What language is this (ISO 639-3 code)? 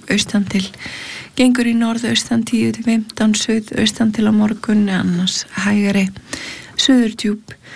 isl